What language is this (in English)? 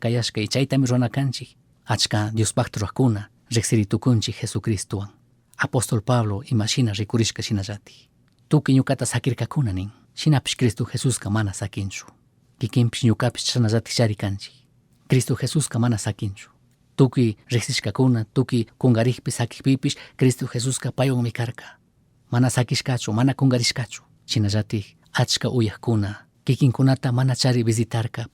Chimborazo Highland Quichua